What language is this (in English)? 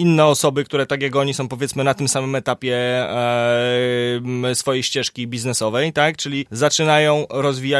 Polish